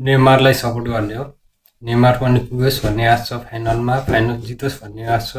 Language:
Nepali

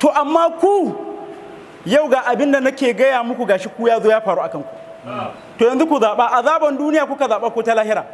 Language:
Hausa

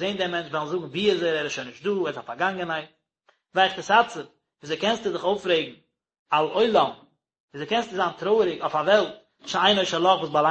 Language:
Yiddish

